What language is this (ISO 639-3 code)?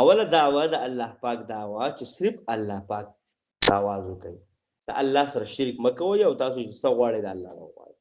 pus